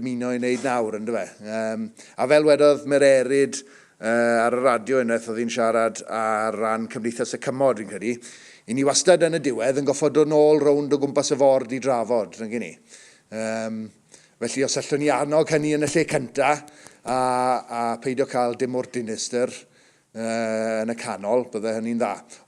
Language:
Welsh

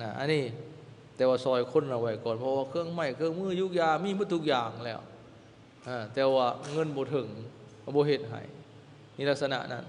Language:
Lao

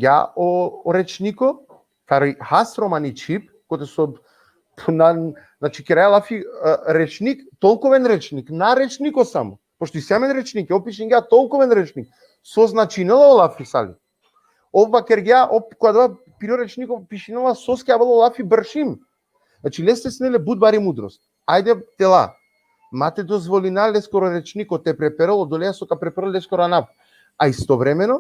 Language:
Balkan Romani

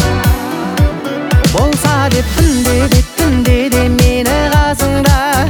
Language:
Kazakh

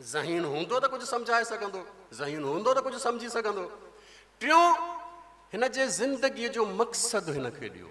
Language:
Sindhi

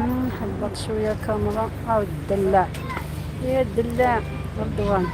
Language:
Algerian Arabic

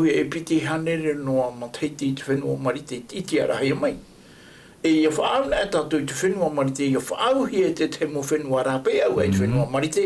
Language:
Tahitian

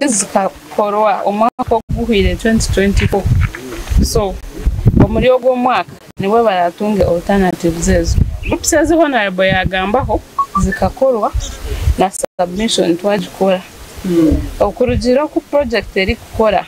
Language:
Nyankole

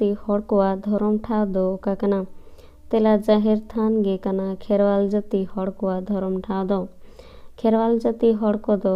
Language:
Santali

